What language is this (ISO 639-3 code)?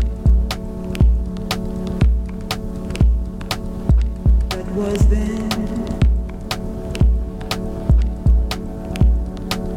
ita